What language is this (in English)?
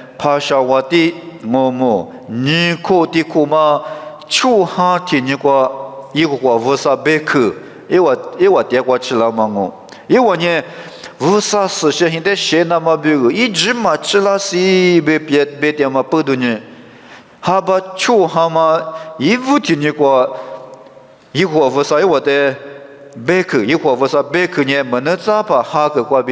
Lisu